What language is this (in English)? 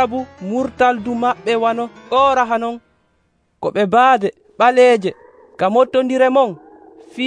Nigerian Fulfulde